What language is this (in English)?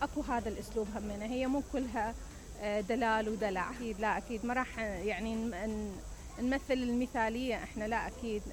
Mesopotamian Arabic